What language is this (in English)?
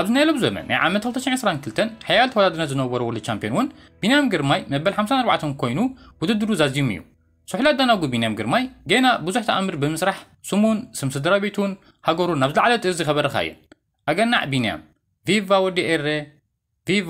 Tigrinya